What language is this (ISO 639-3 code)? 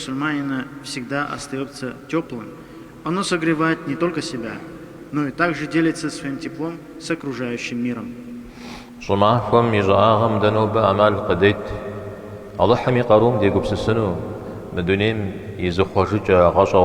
kbd